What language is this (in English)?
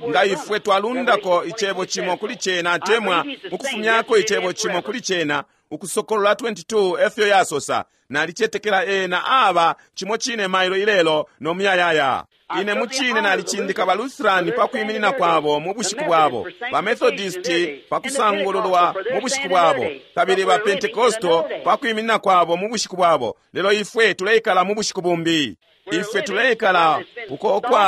Bemba